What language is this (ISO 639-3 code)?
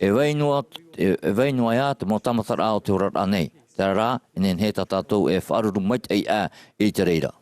tah